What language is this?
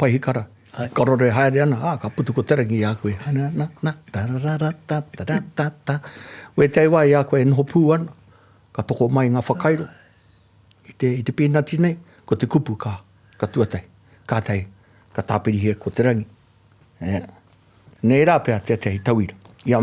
Māori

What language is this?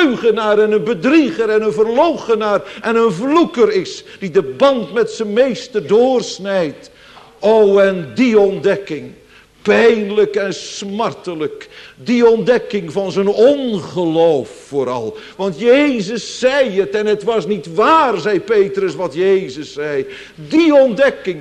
Dutch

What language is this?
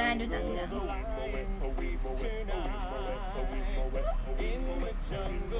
Chinese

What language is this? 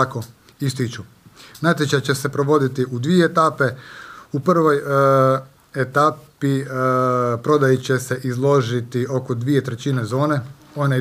Croatian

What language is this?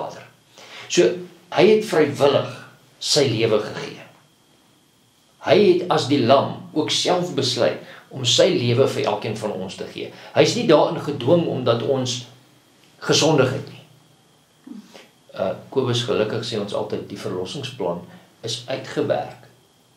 Afrikaans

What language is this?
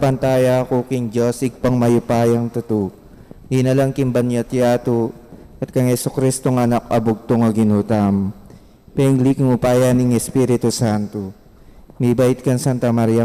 Pampanga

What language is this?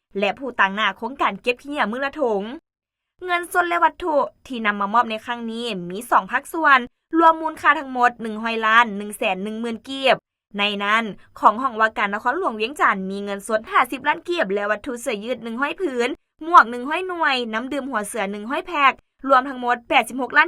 Lao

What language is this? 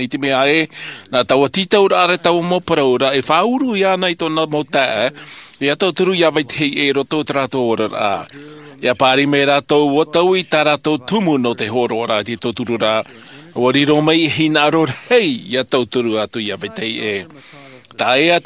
Tahitian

